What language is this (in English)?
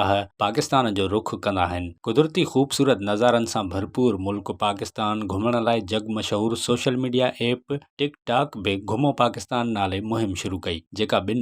Sindhi